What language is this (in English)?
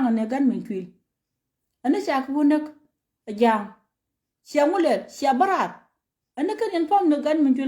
Nuer